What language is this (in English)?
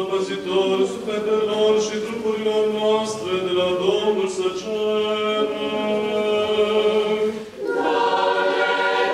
Romanian